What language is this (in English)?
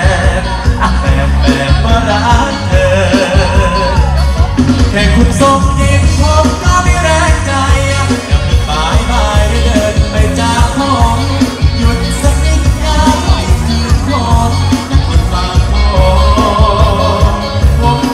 Thai